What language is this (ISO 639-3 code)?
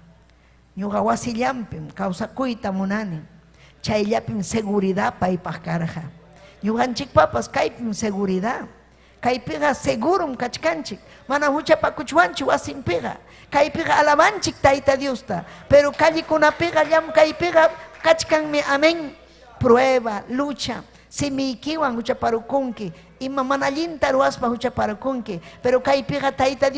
quy